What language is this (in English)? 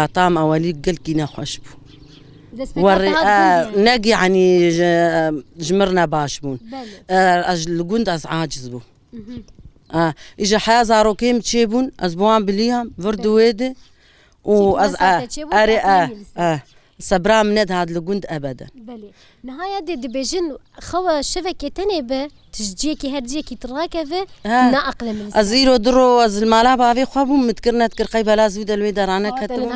Kurdish